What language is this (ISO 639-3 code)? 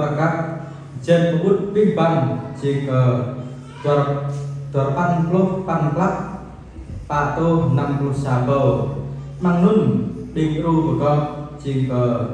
jra